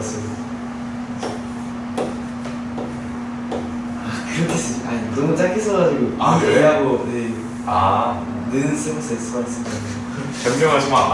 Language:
Korean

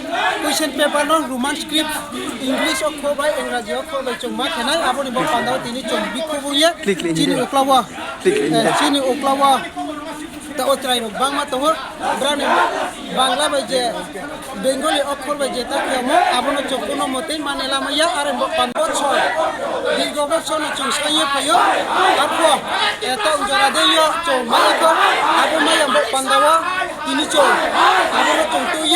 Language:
Riang (India)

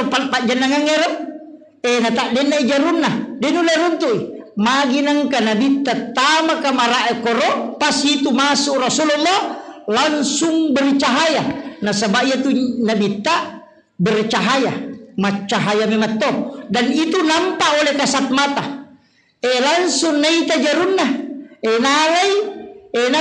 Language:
Buginese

